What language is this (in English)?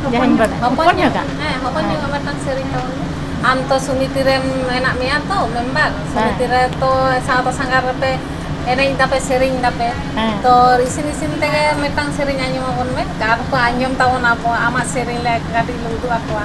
Santali